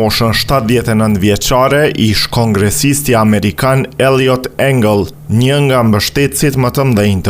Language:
Albanian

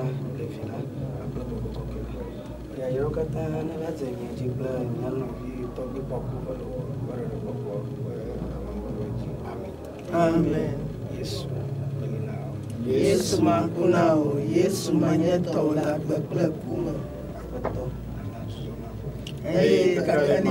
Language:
Ewe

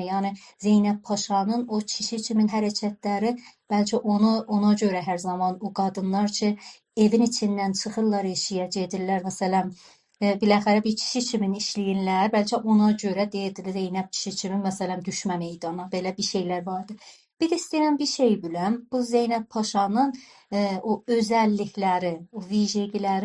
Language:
South Azerbaijani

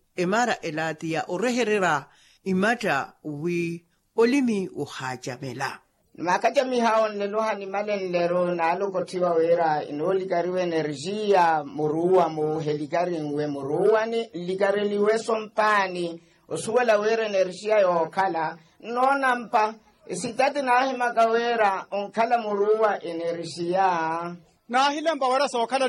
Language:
Makhuwa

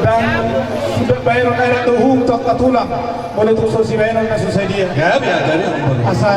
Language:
Batak Toba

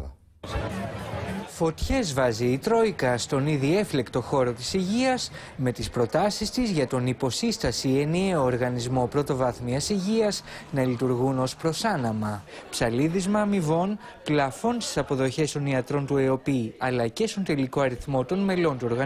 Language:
Greek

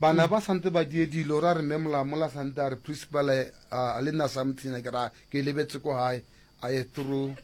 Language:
Northern Sotho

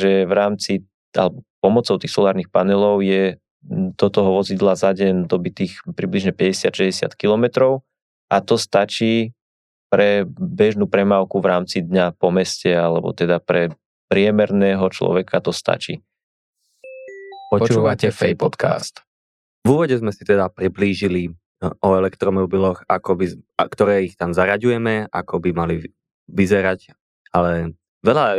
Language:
Slovak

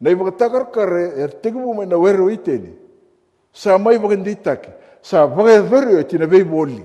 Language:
Fijian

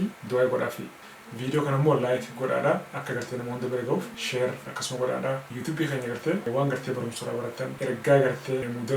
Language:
Oromo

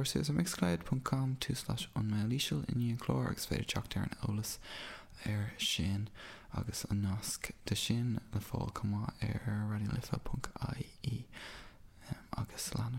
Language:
Irish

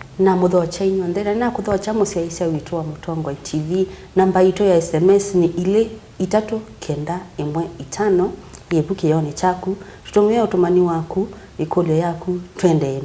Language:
Kamba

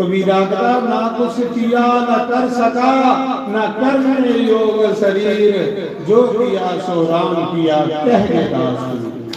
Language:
Dogri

